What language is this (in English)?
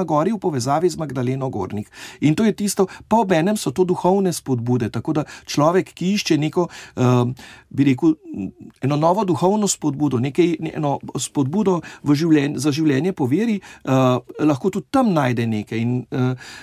Slovenian